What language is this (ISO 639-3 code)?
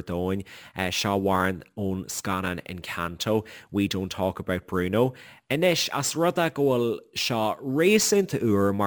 gle